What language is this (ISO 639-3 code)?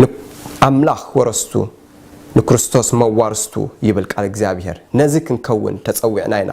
tir